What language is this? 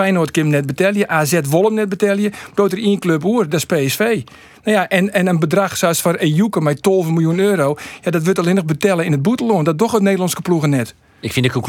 Western Frisian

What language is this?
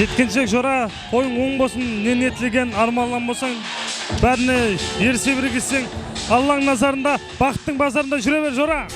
Kara-Kalpak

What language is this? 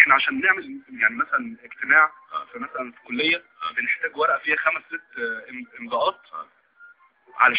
Egyptian Arabic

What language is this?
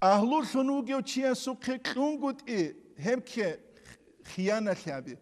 Avaric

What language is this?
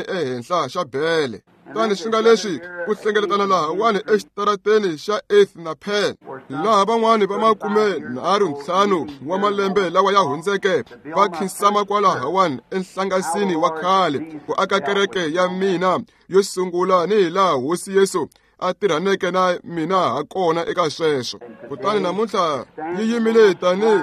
Tsonga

